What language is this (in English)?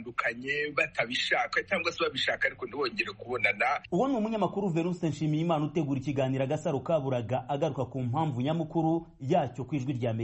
Kinyarwanda